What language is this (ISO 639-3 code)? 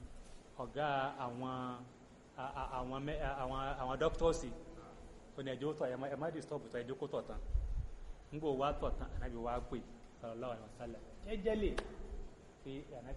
yor